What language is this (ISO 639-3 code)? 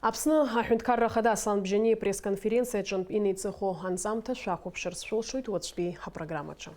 abk